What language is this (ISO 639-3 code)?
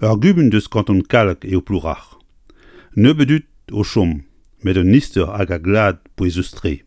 bre